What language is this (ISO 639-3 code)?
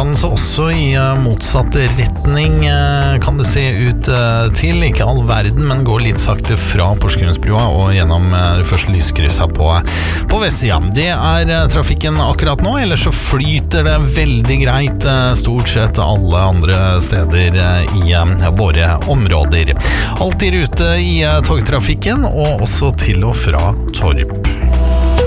nor